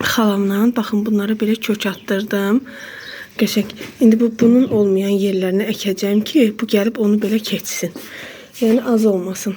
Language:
Azerbaijani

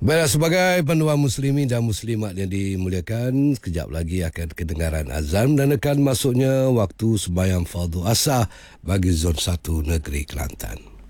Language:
Malay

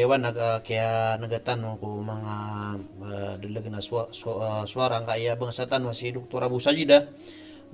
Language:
Maranao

